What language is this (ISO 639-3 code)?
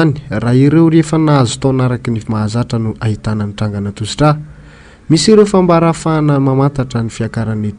mlg